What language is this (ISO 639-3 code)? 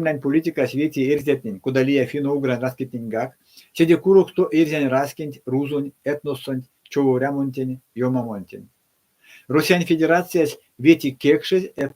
myv